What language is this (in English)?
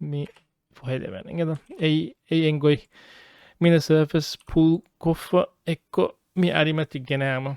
Divehi